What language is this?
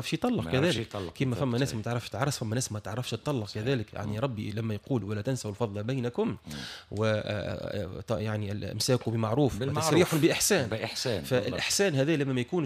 Tunisian Arabic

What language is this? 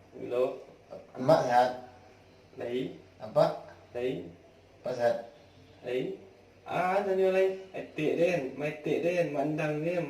Minangkabau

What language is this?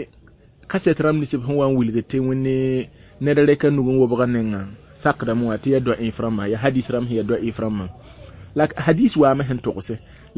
Mossi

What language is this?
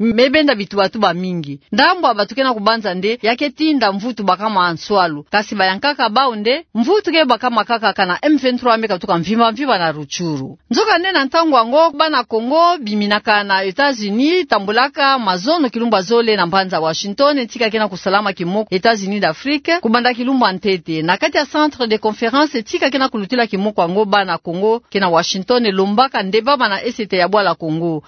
Kituba (Democratic Republic of Congo)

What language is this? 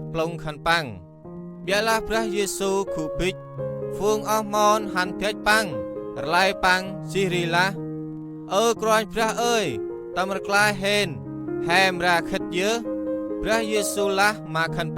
Central Mnong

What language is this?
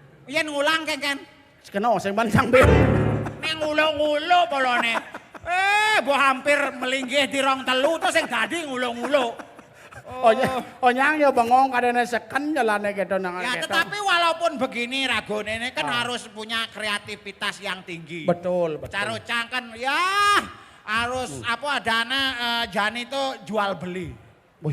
Balinese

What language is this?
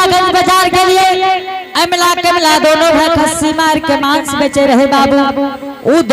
Angika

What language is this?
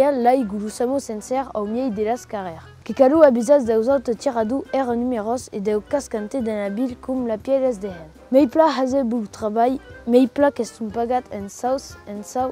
Occitan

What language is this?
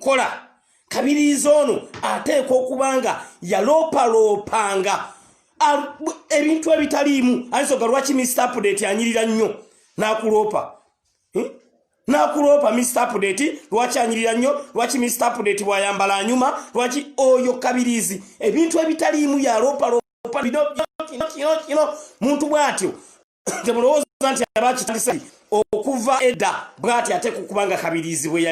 Ganda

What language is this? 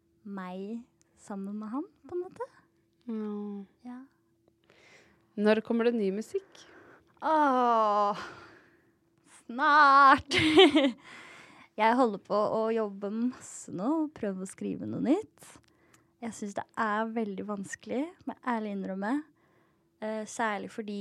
Norwegian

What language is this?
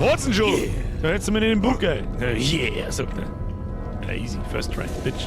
Bavarian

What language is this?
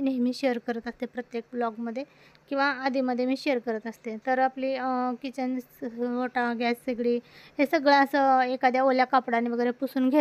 Marathi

